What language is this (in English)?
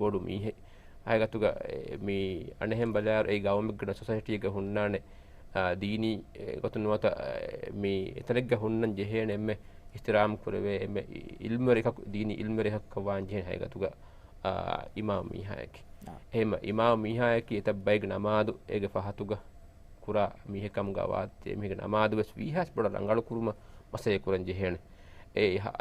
Divehi